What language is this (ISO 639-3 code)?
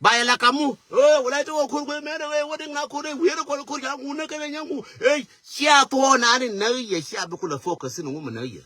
nus